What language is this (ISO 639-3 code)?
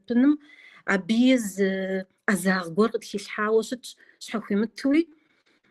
kbd